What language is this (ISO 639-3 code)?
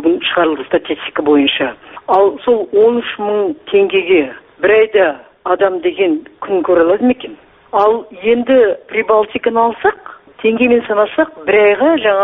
kaz